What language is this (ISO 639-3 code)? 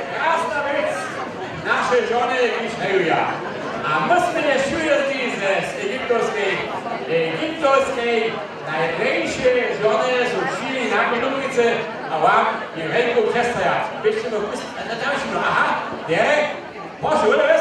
hsb